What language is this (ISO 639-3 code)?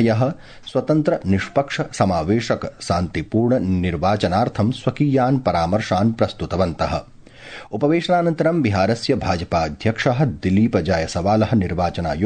san